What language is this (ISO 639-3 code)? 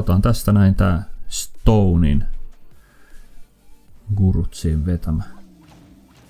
fin